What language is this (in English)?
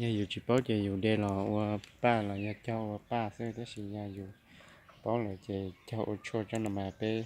Hmong